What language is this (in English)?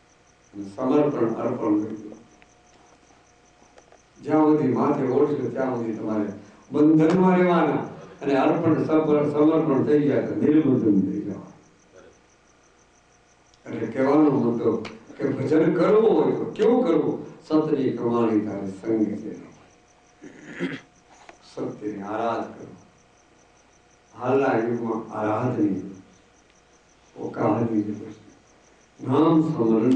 Gujarati